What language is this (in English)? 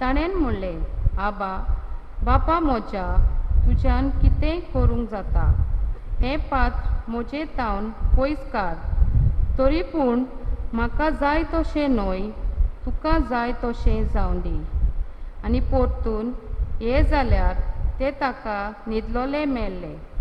Konkani